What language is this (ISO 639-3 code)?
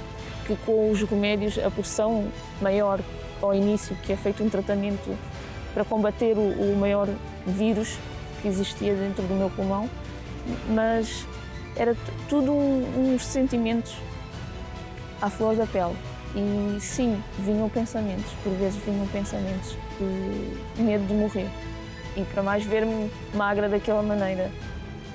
por